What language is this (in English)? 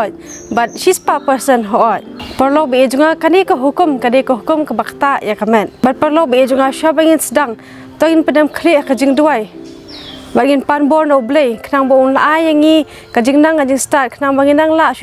Khasi